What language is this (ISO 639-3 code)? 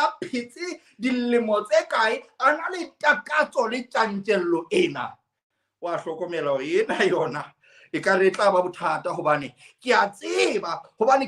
sot